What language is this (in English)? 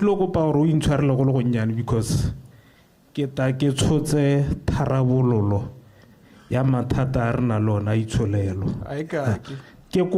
Tswana